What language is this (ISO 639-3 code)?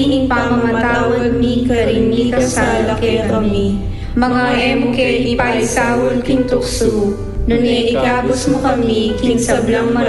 pam